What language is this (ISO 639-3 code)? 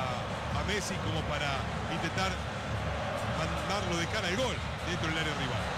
spa